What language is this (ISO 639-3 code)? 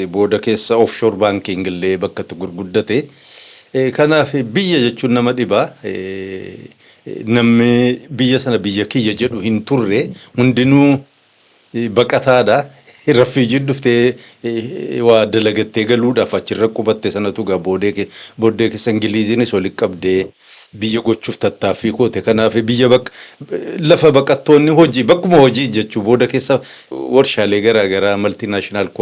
orm